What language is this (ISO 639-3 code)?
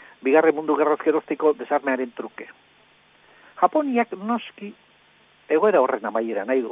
eus